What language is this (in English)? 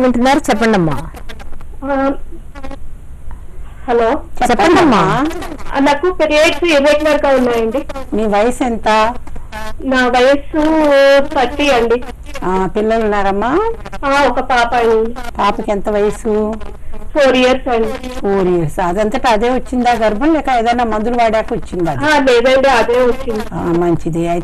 Telugu